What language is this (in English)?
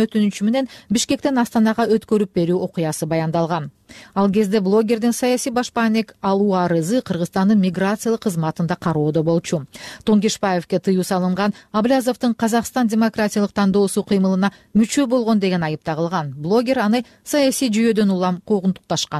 Kyrgyz